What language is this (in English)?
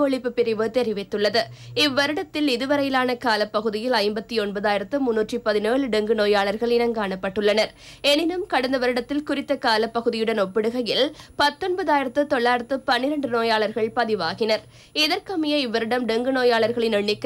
Tamil